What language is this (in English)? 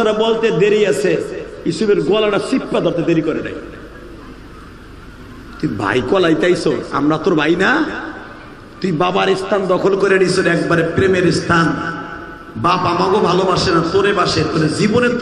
Bangla